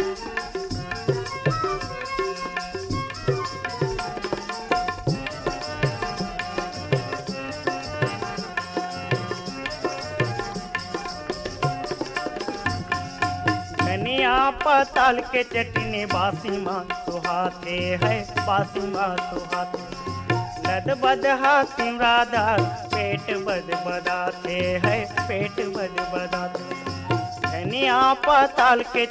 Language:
Chhattisgarhi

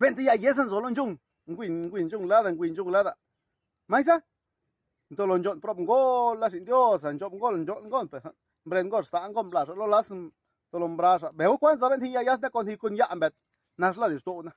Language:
Zapotec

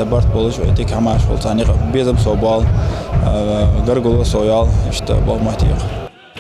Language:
Ingush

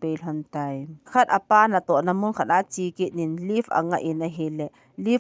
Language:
Thado Chin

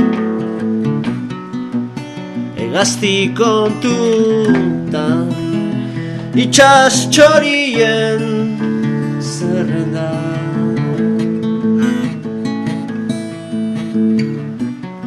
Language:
Basque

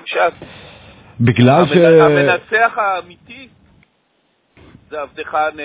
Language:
Hebrew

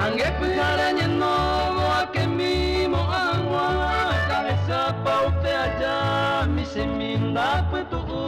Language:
Guarani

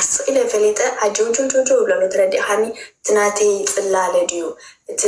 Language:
Tigrinya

